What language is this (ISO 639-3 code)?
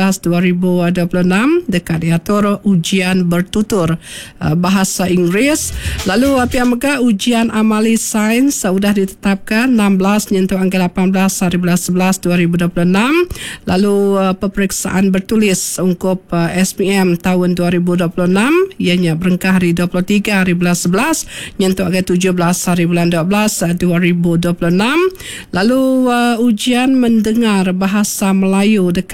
iba